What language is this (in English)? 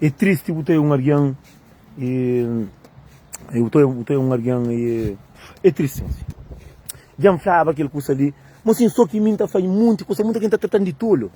Kabuverdianu